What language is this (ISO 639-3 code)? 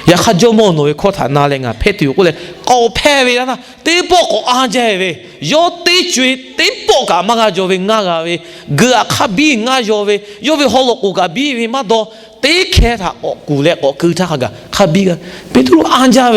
lhu